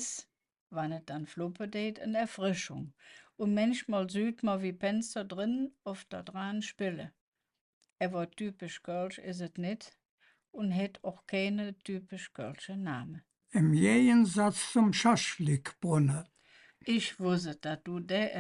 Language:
Colognian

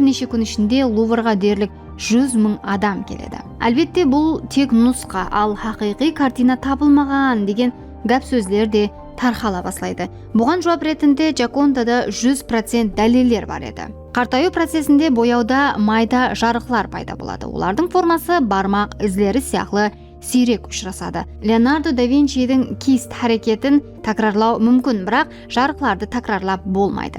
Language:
Kara-Kalpak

